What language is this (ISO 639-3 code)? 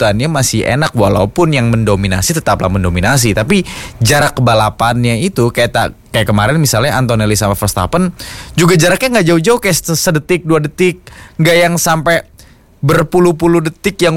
ind